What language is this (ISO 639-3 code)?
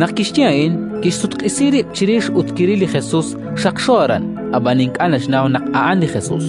kek